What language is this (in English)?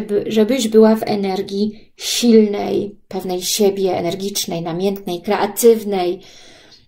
Polish